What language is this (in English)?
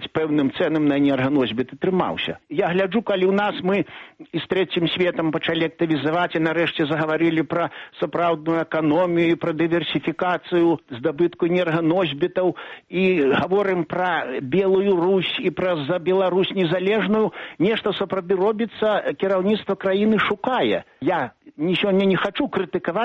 Belarusian